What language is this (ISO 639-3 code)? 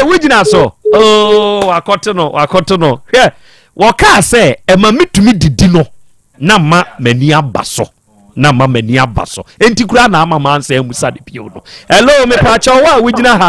aka